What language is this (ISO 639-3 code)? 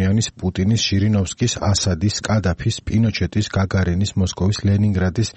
kat